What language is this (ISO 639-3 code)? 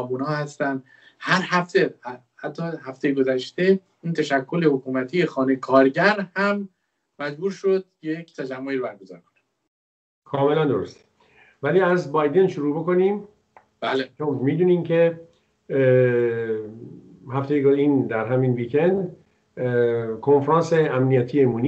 fas